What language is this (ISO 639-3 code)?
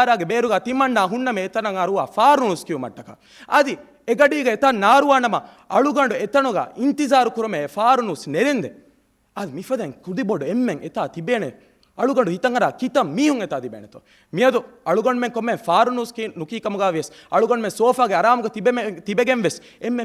div